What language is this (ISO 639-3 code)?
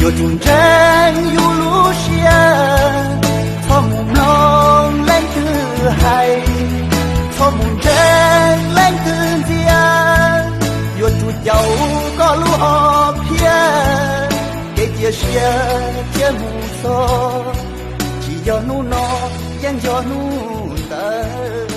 hmn